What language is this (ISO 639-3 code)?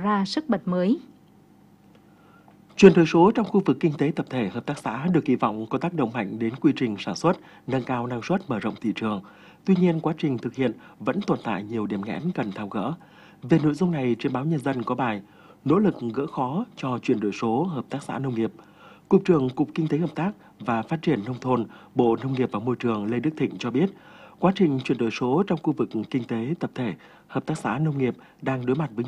vie